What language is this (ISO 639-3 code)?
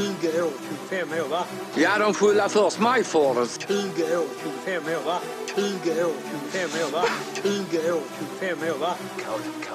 swe